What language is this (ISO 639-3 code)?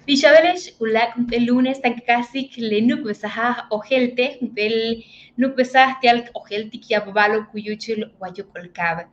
yua